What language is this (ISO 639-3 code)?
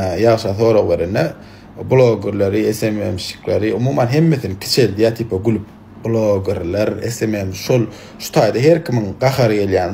tuk